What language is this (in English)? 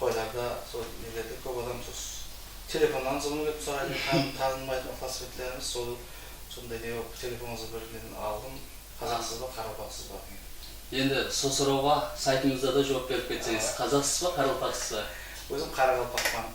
Kara-Kalpak